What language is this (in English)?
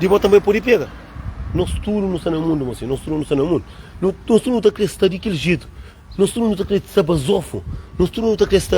Kabuverdianu